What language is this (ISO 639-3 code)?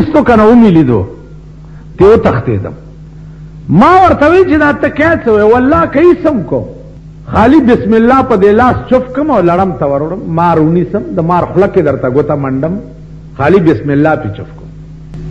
pus